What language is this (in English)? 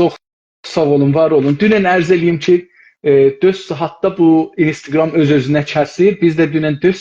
South Azerbaijani